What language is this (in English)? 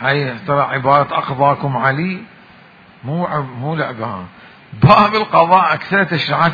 Mesopotamian Arabic